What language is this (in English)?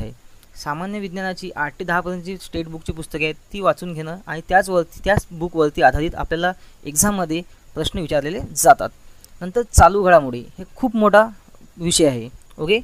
Marathi